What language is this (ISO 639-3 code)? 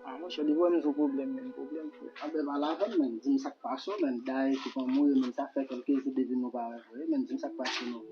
hat